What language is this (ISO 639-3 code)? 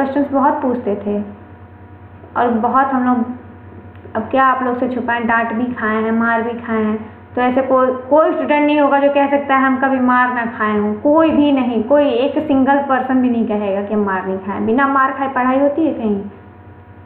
hin